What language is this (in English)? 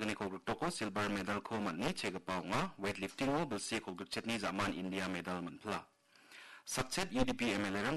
Garo